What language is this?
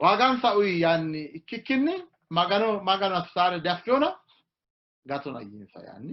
Sidamo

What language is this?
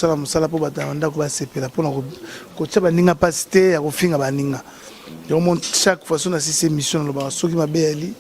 Lingala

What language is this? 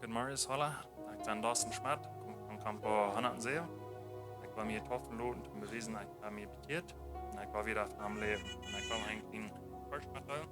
Plautdietsch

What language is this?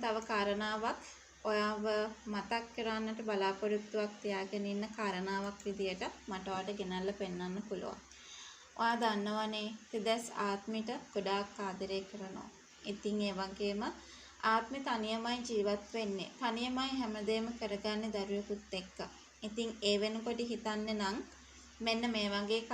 Sinhala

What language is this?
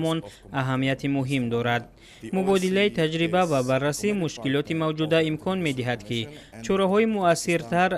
Tajik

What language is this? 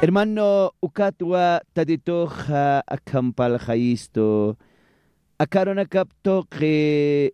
Aymara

